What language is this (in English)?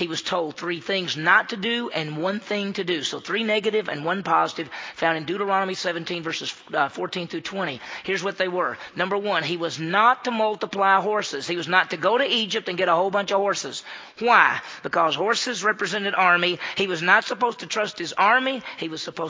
English